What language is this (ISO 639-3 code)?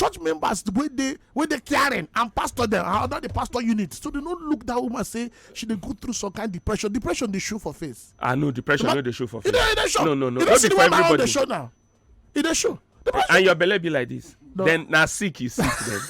pcm